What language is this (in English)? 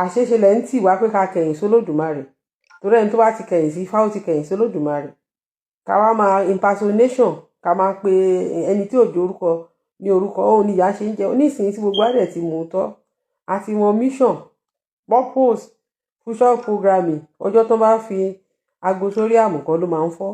Yoruba